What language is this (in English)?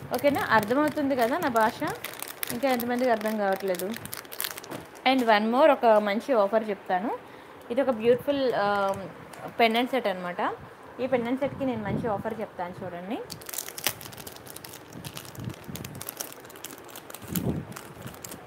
Telugu